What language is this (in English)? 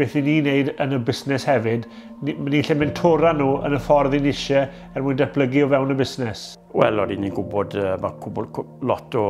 Welsh